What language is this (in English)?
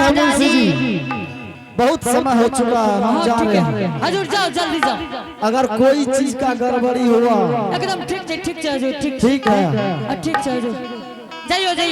Angika